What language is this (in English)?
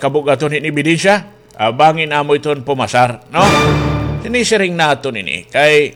Waray